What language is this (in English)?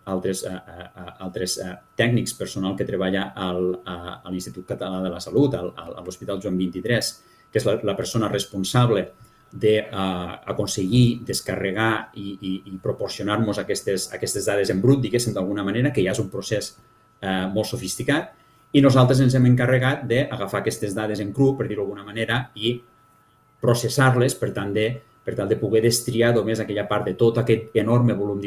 Catalan